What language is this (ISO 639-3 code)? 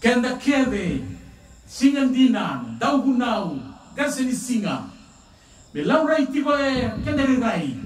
fij